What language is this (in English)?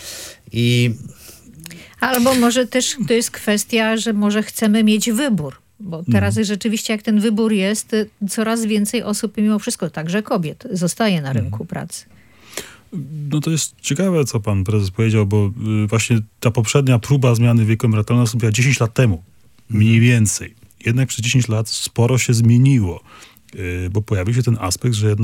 Polish